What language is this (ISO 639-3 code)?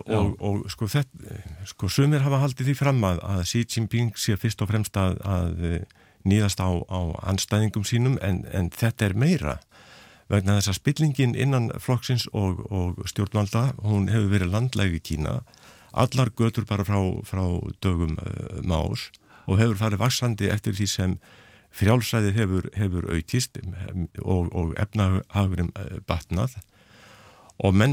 isl